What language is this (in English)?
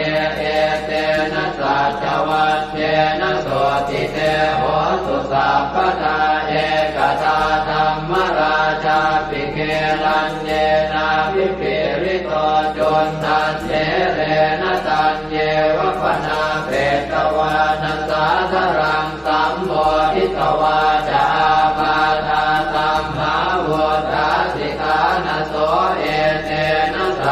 Pali